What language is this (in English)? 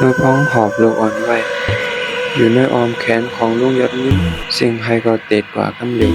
Shan